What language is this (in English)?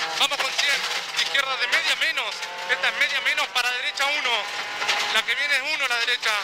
Spanish